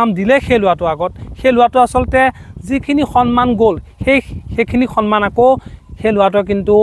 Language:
Assamese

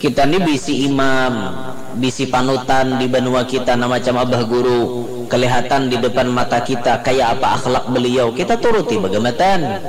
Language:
Banjar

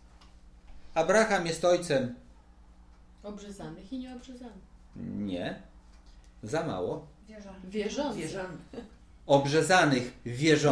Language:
Polish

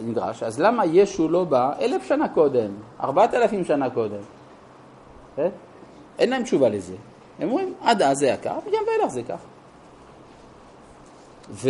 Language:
Hebrew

